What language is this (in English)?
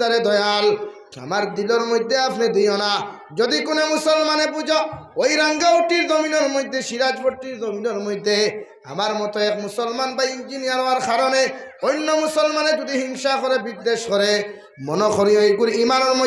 Sylheti